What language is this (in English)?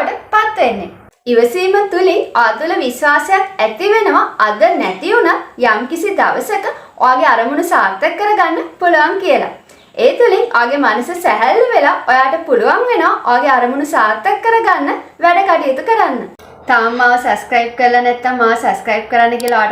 Sinhala